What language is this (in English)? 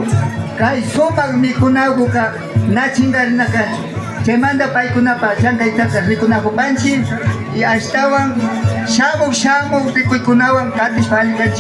Imbabura Highland Quichua